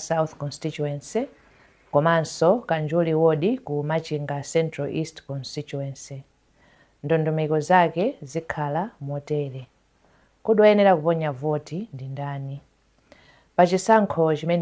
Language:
Nyanja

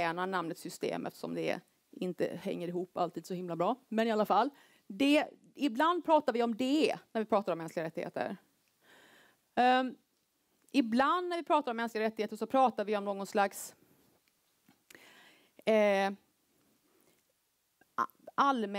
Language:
Swedish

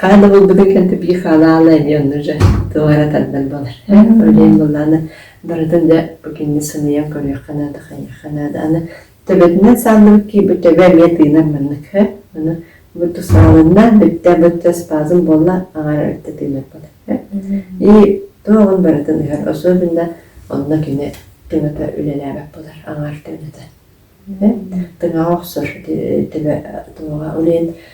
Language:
Yakut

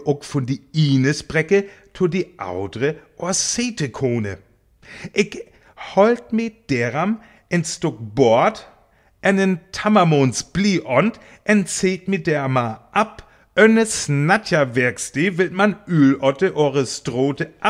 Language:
Northern Frisian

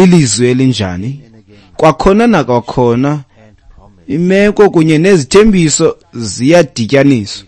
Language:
Xhosa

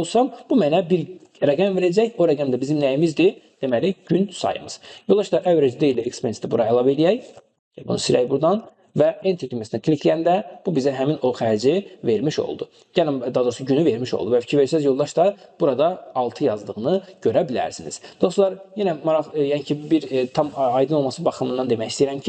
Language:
Azerbaijani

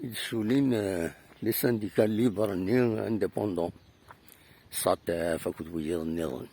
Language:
Kabyle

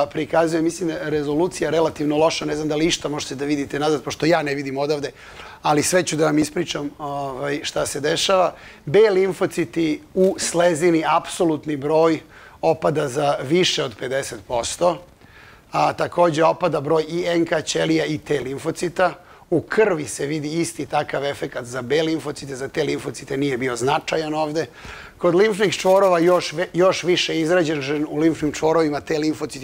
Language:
Serbian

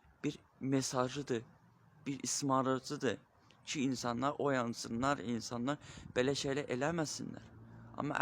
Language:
Azerbaijani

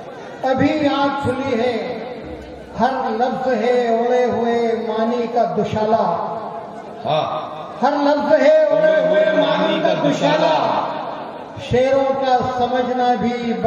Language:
Hindi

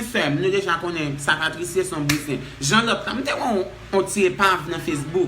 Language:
Haitian Creole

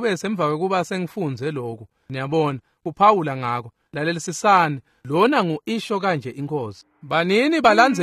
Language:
Swati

